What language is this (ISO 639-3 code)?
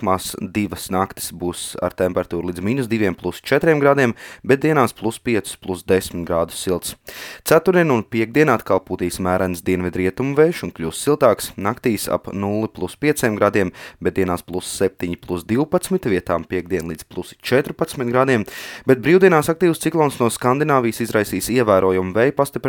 lav